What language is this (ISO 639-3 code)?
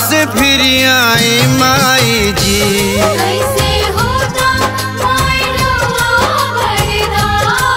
bho